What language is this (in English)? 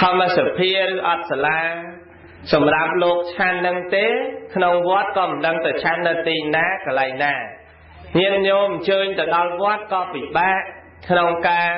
Khmer